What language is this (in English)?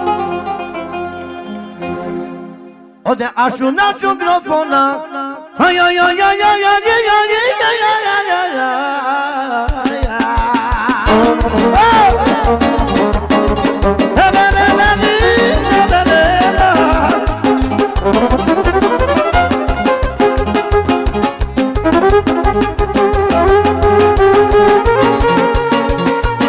Romanian